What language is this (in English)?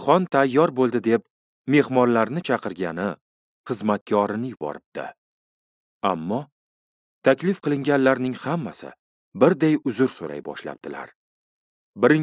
Uzbek